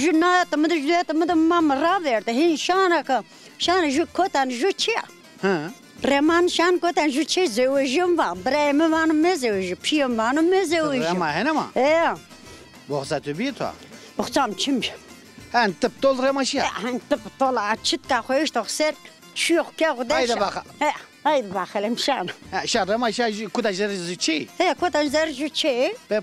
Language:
Zaza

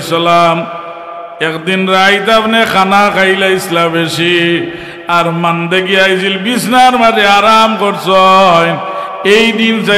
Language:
Sylheti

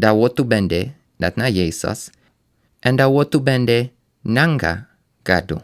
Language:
Sranan Tongo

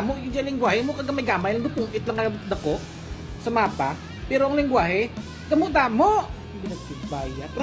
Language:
Hiligaynon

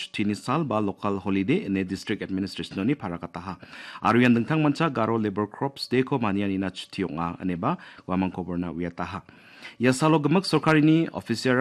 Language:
Garo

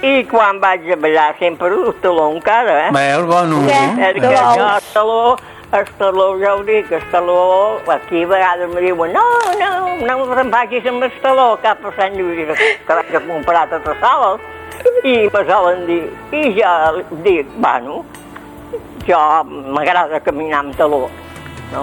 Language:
Catalan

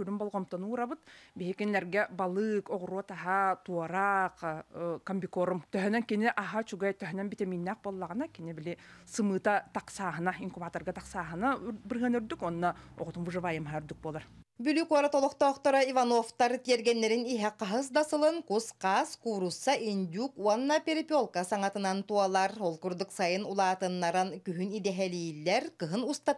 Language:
Yakut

